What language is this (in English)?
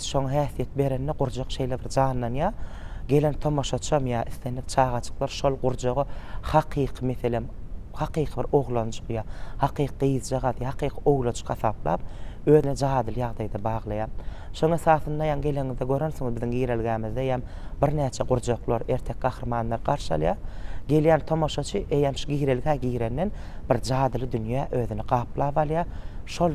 Turkmen